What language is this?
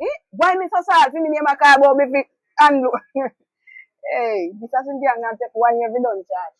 Jamaican Creole English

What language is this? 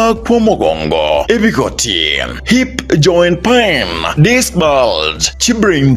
Gusii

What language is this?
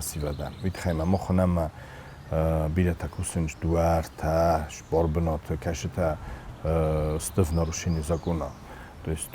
Ossetic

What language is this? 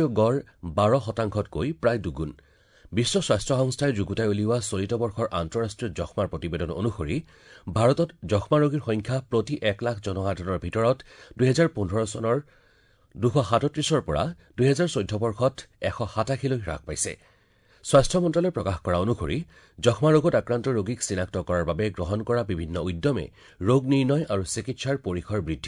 Assamese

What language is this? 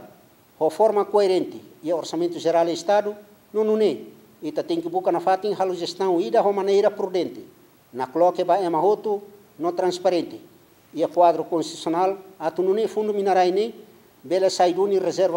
Tetum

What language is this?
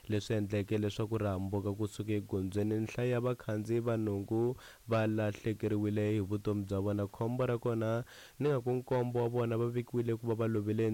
Tsonga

